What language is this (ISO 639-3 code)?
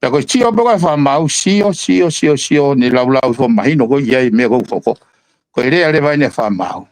ton